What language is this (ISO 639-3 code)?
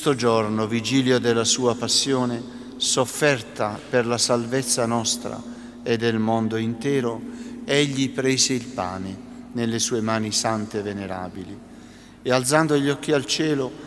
ita